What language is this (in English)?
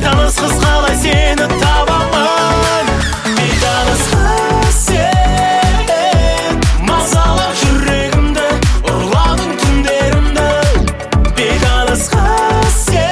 Kazakh